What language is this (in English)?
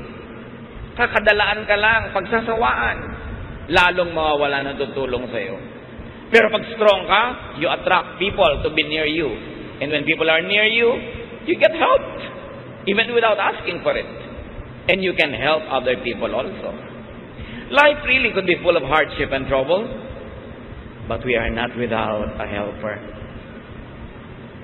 Filipino